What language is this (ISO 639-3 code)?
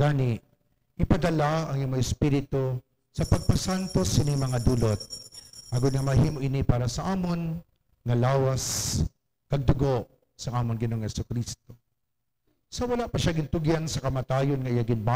hil